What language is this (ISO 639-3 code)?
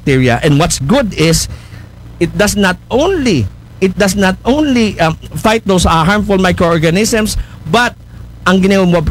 akl